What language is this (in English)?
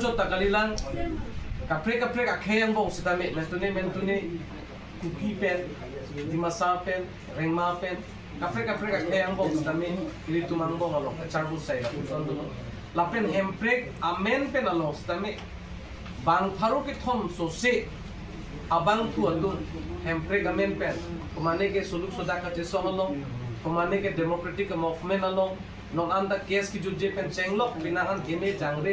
Karbi